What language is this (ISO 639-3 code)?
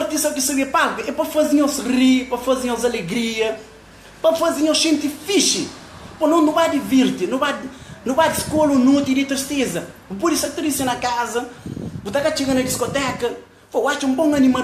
kea